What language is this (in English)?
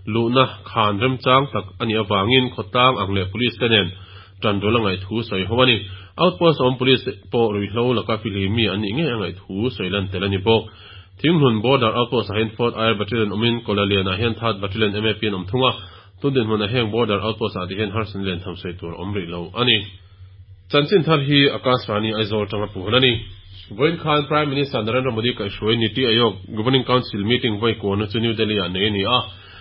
Mizo